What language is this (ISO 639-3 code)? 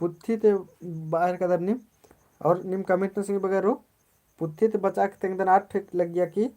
kru